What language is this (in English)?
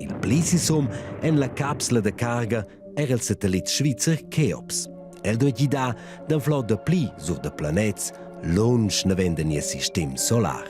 Romansh